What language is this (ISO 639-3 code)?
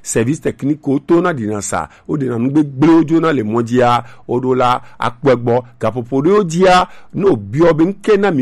gej